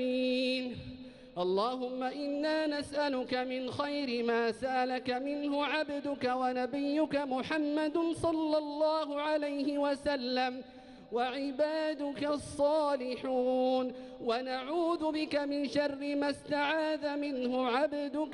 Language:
Arabic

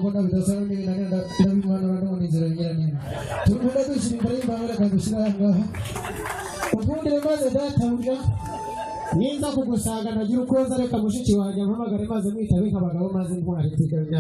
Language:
Kinyarwanda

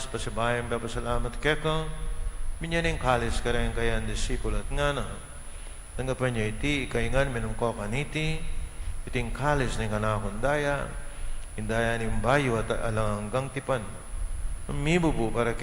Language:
Pampanga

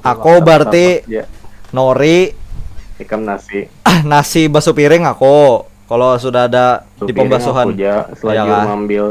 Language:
Banjar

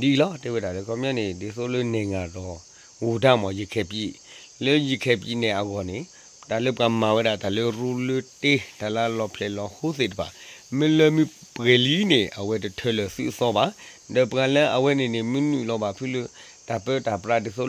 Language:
S'gaw Karen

